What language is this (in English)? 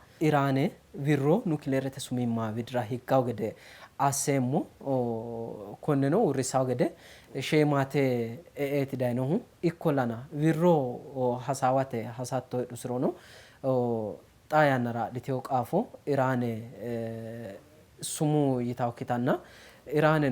Sidamo